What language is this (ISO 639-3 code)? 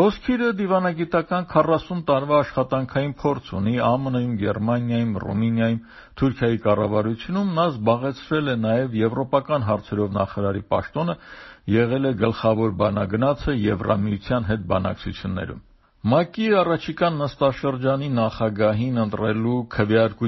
hye